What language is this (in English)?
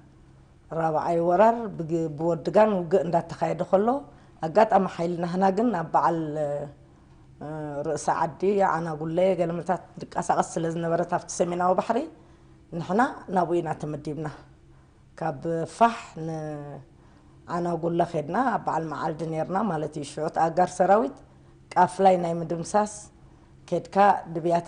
Tigrinya